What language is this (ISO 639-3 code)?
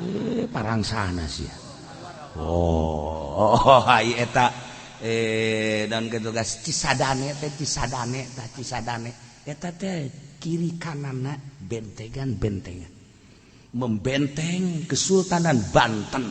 sun